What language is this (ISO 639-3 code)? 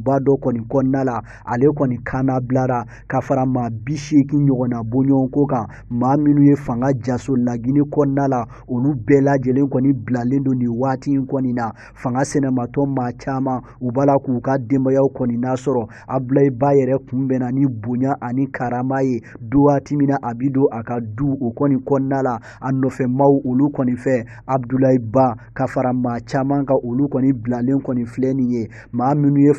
bam